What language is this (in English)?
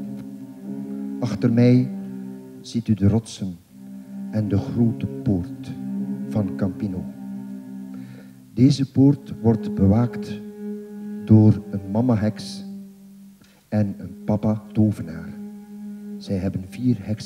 Dutch